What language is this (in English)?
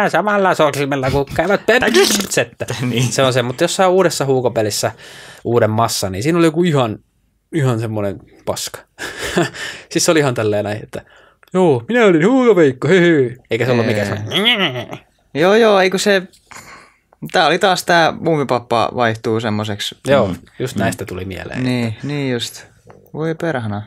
Finnish